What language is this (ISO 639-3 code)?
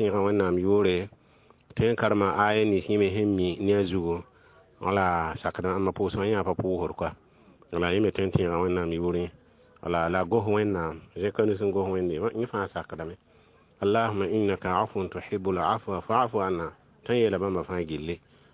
mos